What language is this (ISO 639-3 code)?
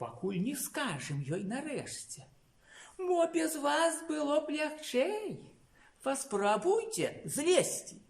bel